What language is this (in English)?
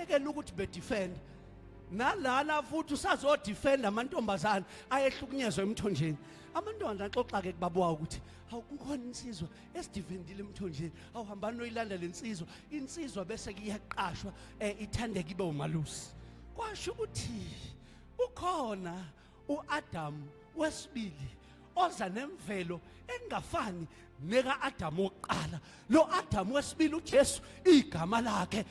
Zulu